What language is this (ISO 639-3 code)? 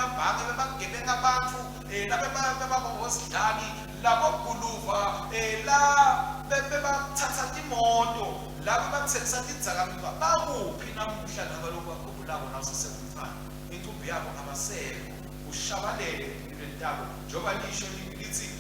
ssw